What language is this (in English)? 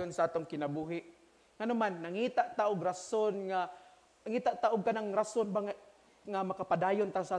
Cebuano